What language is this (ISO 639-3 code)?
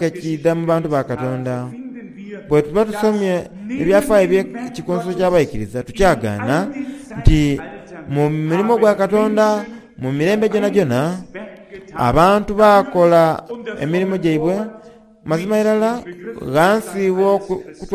xog